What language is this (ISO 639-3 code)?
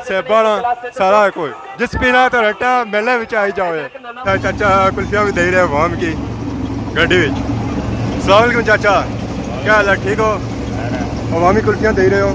phr